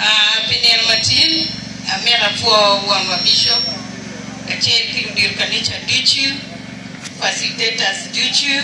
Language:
Acoli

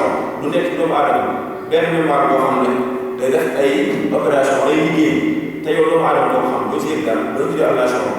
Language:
Wolof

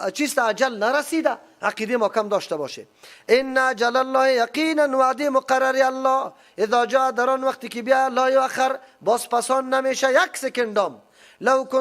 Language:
Persian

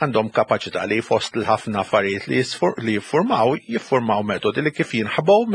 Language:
Maltese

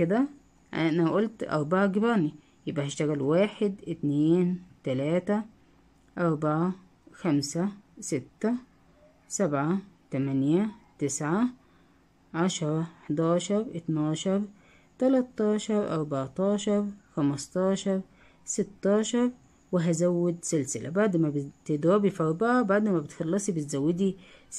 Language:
Egyptian Arabic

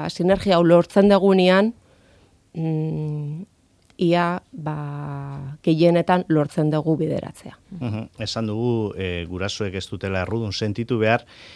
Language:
Basque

